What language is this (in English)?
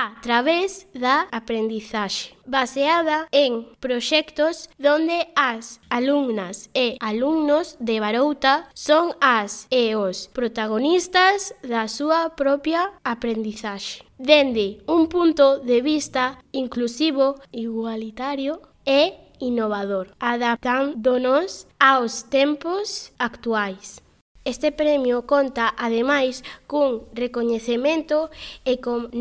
Galician